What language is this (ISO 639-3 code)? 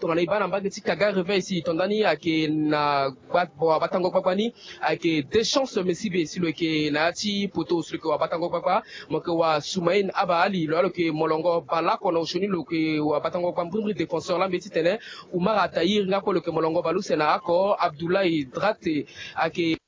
sag